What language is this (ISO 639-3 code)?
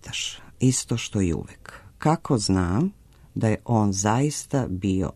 srp